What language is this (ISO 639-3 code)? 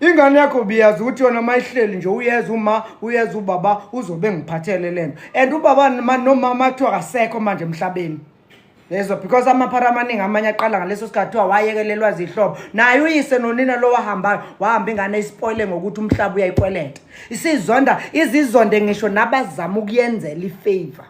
zul